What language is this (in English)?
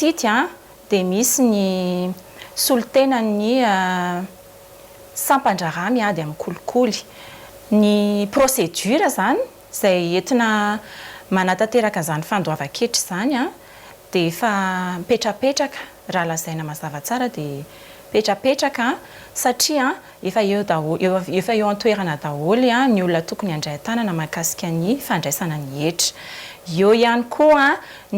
Malagasy